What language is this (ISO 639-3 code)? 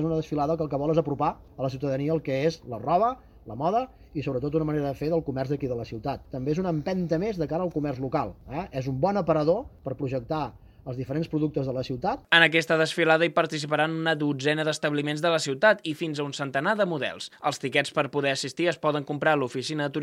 cat